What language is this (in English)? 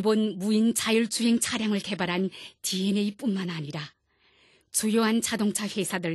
Korean